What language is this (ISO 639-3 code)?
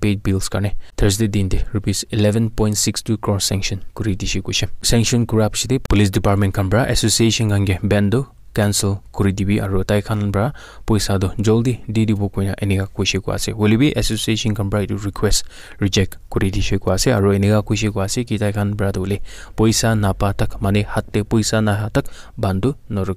nag